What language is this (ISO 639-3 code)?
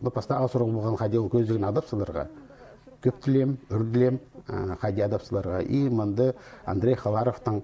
kjh